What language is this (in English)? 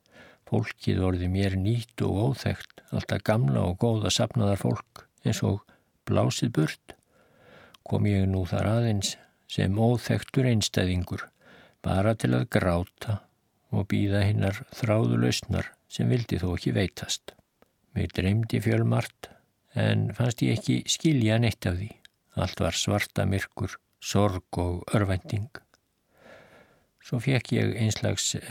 Icelandic